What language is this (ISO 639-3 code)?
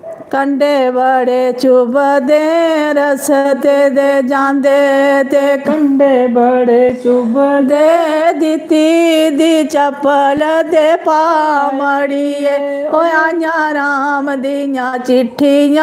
doi